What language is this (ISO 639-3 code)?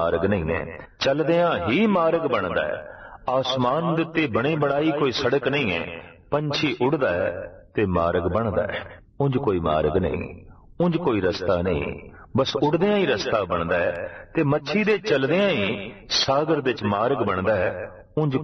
pan